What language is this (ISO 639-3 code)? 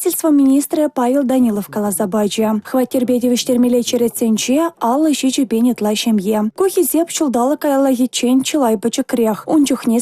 chv